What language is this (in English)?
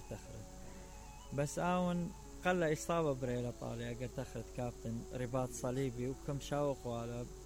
Mesopotamian Arabic